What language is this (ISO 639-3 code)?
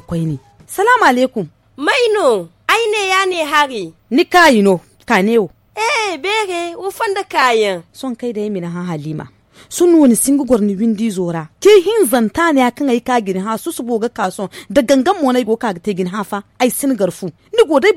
dje